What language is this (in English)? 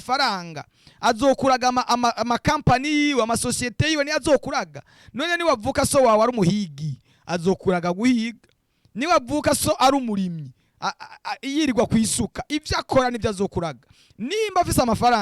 Rundi